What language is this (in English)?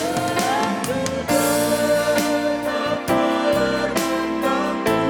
Batak Karo